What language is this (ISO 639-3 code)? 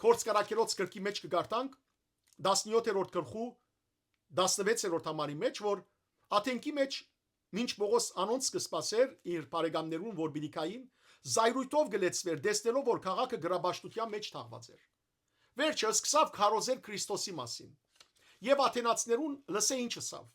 hyw